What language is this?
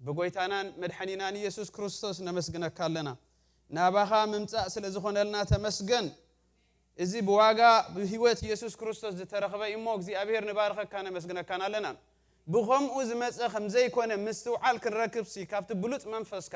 Tigrinya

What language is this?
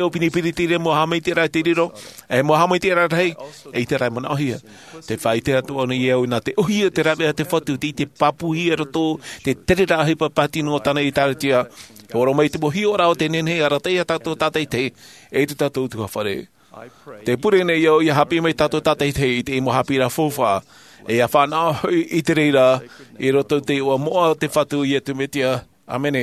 Tahitian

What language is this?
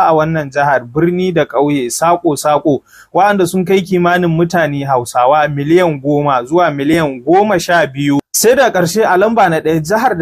Hausa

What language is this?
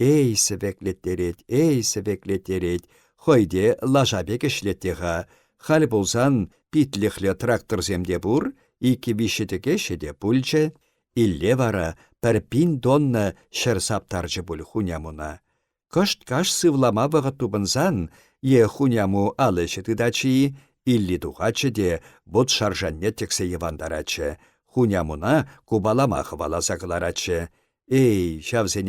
Chuvash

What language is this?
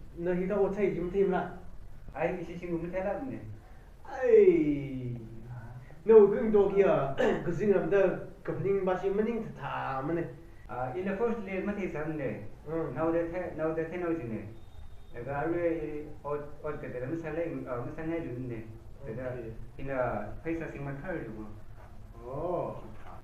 Tangkhul Naga (India)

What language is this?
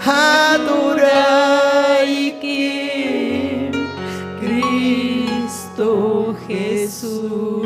Ayacucho Quechua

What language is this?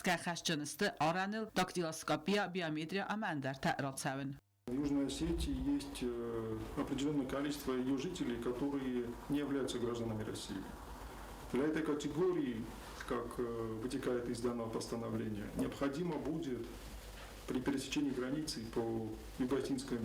Ossetic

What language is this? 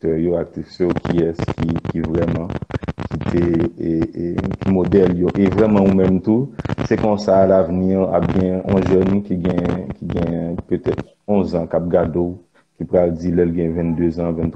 Haitian Creole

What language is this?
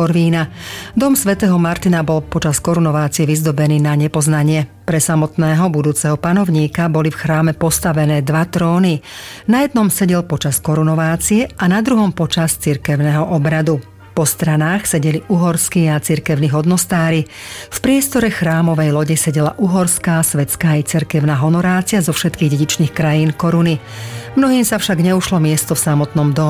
Slovak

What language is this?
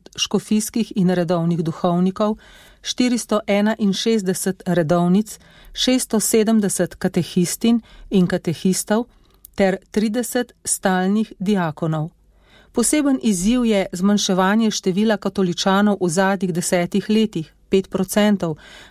Slovenian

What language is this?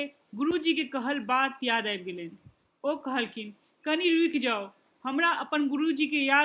Maithili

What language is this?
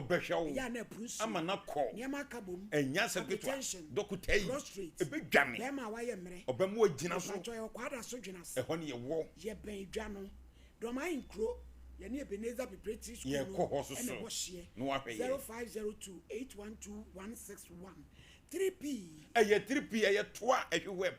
Akan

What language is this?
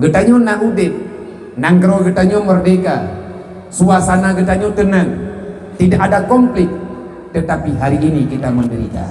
Achinese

